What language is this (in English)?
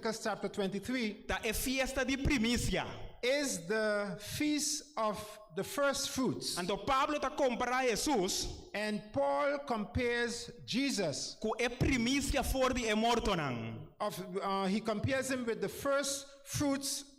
Papiamento